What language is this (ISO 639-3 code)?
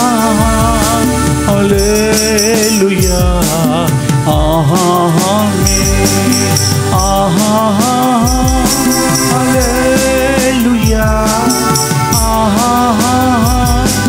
tel